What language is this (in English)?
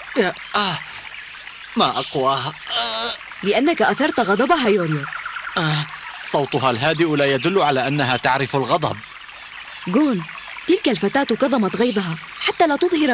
Arabic